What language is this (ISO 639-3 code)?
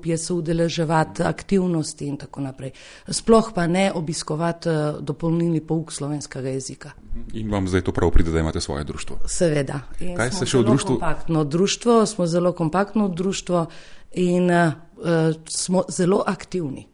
slv